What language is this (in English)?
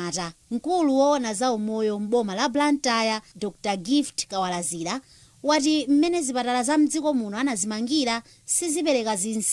Nyanja